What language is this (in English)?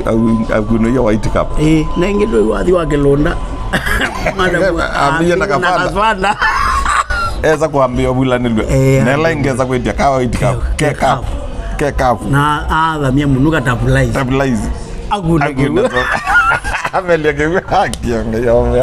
Swahili